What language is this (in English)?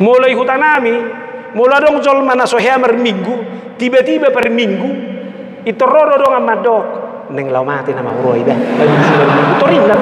Batak Toba